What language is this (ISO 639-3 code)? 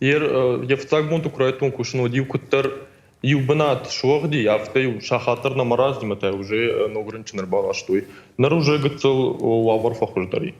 oss